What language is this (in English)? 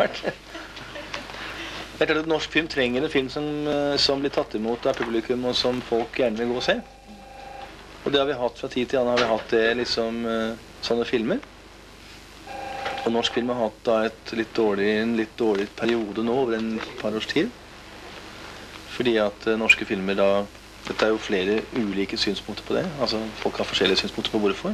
Norwegian